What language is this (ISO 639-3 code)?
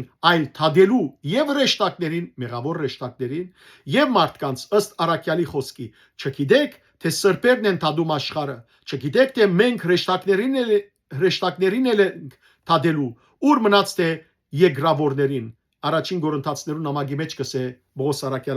hyw